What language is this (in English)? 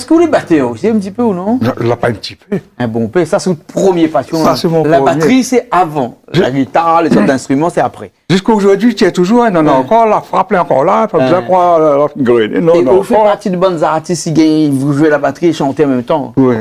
Réunion Creole French